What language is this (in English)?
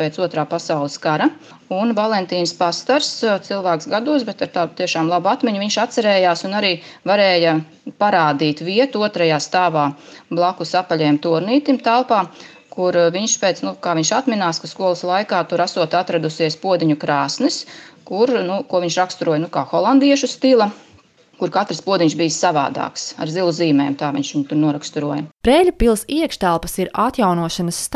Latvian